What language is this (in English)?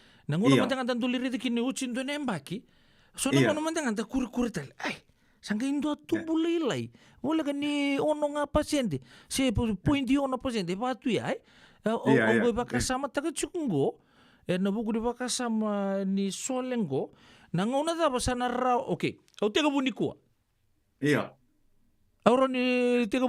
Fijian